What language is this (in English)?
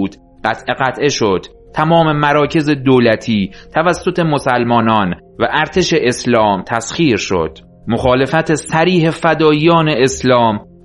Persian